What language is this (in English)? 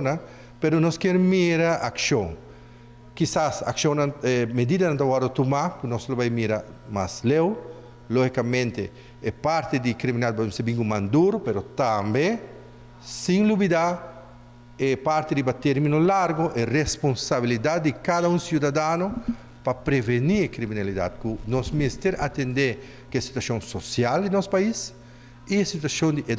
Papiamento